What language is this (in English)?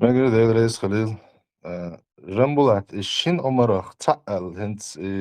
Chechen